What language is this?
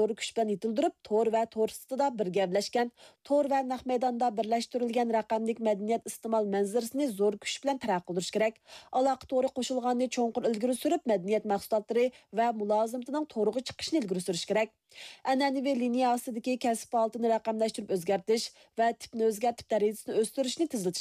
Uyghur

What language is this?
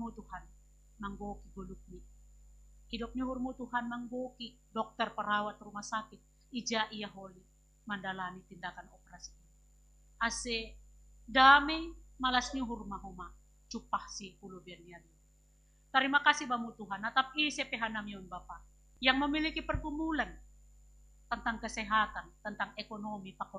Batak Simalungun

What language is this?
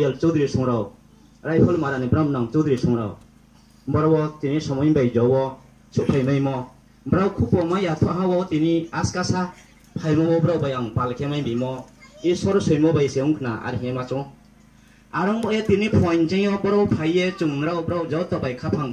Riang (India)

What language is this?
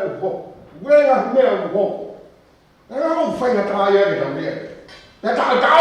Tongan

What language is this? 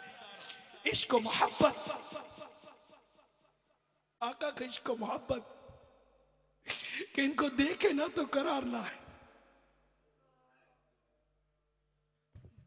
Urdu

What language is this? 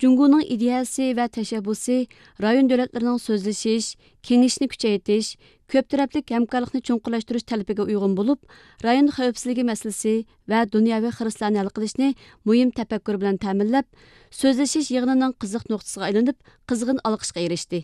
Uyghur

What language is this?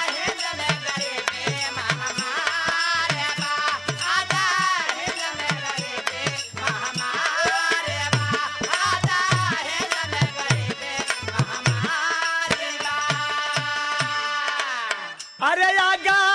Bhojpuri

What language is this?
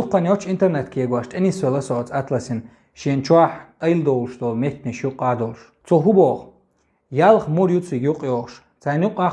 Chechen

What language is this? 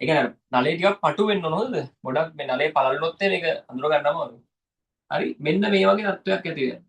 Sinhala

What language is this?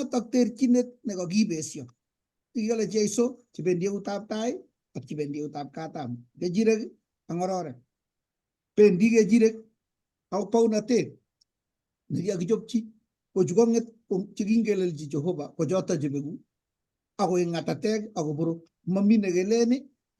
Kalenjin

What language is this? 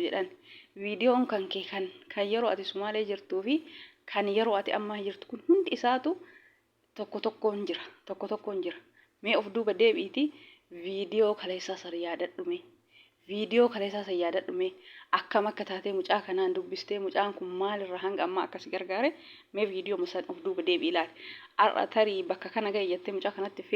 Oromo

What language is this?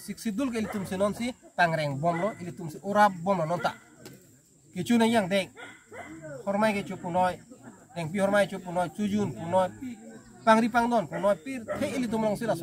Karbi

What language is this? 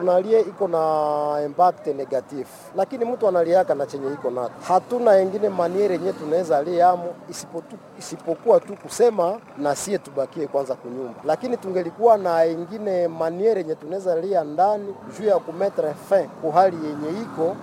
Swahili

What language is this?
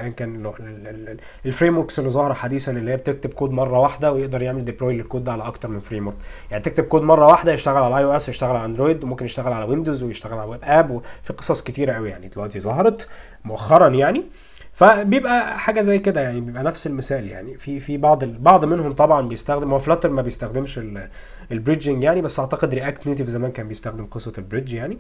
Egyptian Arabic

